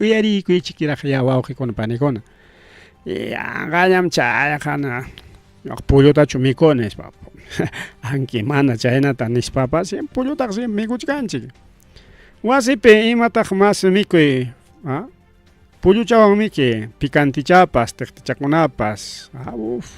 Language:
Ayacucho Quechua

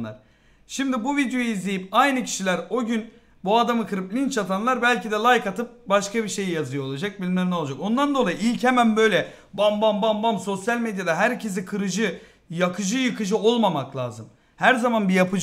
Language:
Turkish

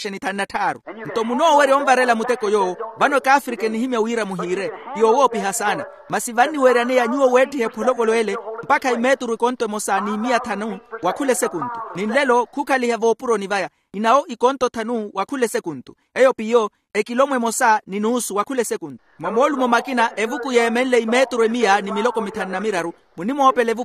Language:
Makhuwa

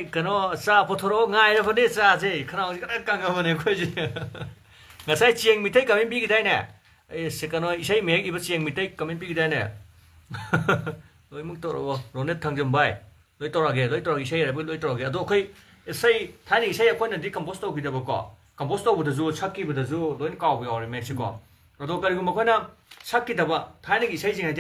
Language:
Manipuri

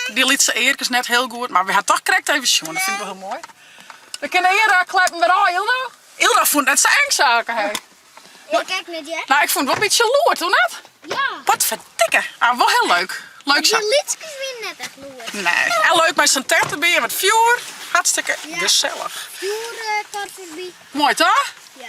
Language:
Western Frisian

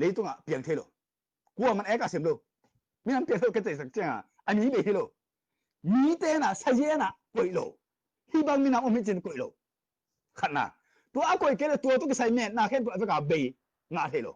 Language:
Tedim Chin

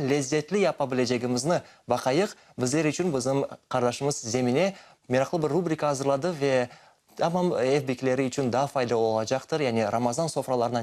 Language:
Crimean Tatar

